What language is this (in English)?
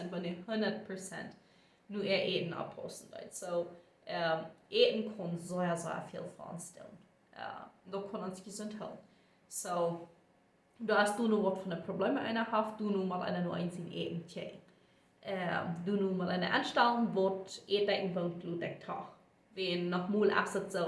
Plautdietsch